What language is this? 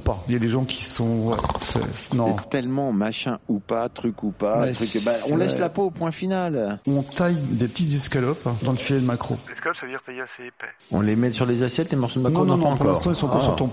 French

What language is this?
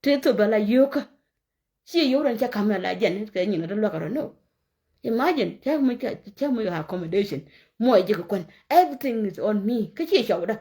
Nuer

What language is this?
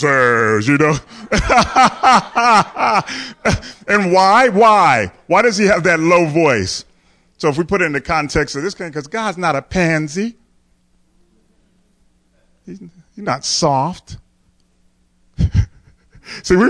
English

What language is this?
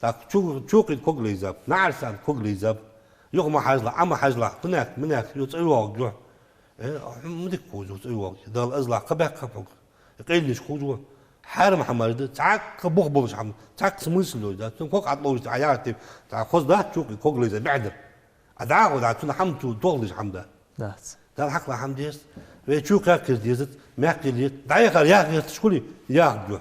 Ingush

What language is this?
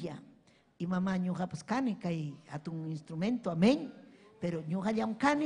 Ayacucho Quechua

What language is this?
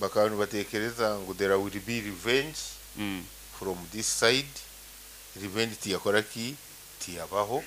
Nyoro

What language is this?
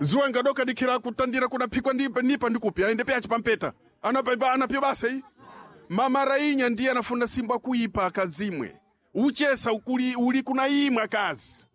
Sena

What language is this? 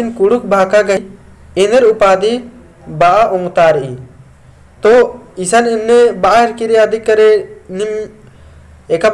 Kurukh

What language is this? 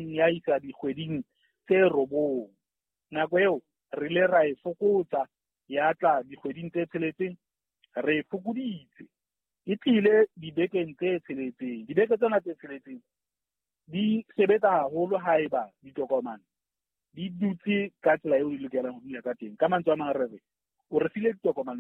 Southern Sotho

